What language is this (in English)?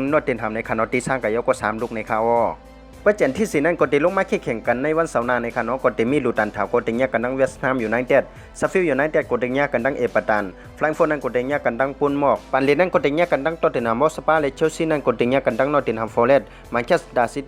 Shan